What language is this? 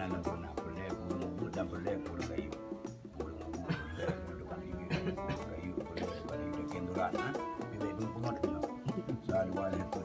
Achinese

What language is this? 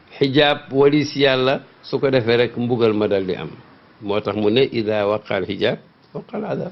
Wolof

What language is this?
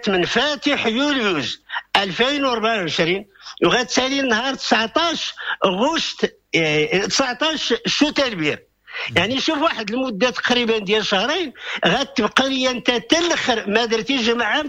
Moroccan Arabic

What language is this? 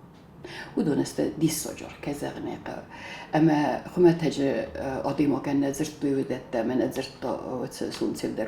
Ossetic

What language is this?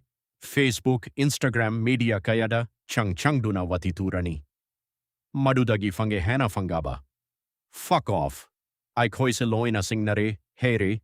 Manipuri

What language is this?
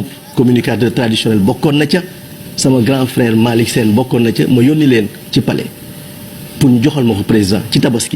Wolof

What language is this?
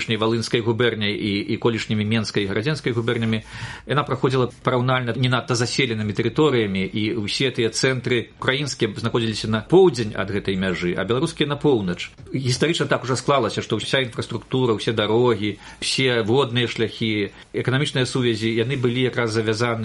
Belarusian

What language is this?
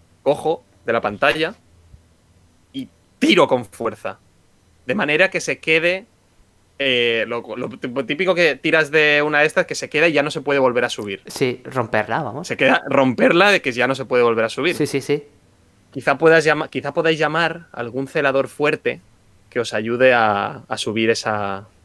Spanish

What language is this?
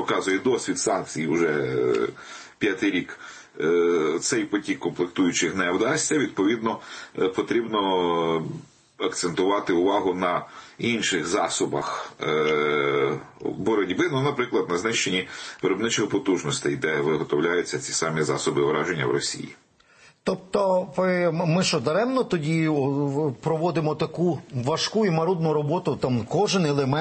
Ukrainian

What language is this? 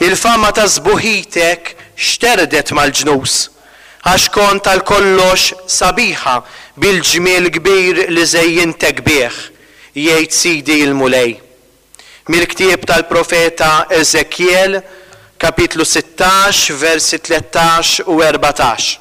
Maltese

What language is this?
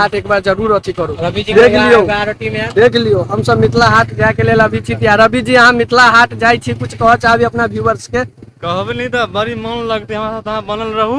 Maithili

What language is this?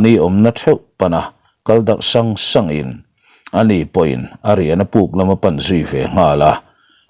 Mizo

